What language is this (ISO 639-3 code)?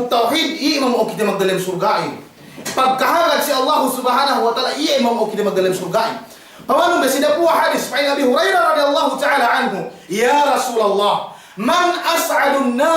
yka